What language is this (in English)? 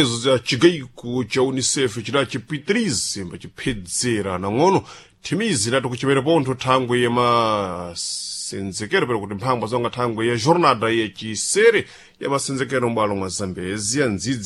Sena